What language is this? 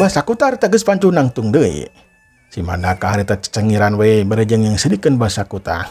Sundanese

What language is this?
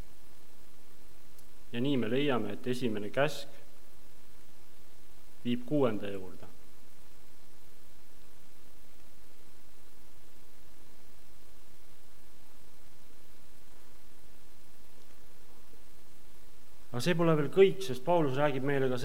Estonian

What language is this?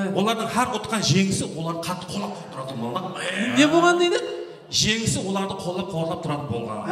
Kara-Kalpak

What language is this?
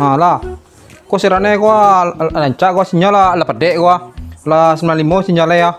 Minangkabau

